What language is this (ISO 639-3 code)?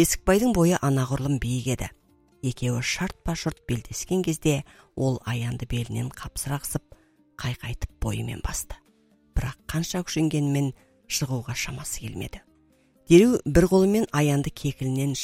kaz